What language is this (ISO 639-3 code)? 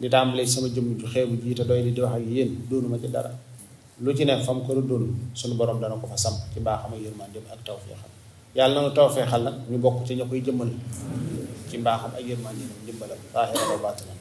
wol